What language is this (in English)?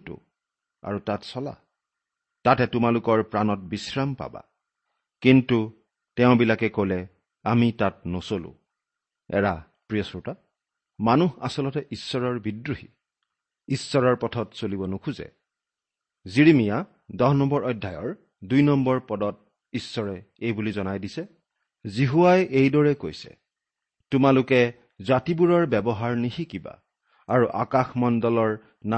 Assamese